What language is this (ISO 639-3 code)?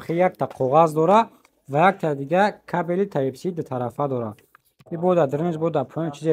tgk